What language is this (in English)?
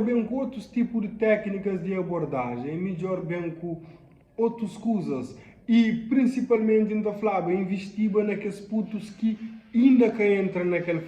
Kabuverdianu